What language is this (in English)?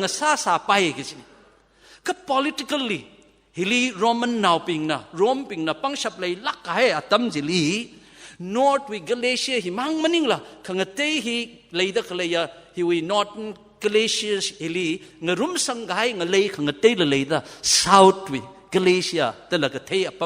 Tangkhul Naga (India)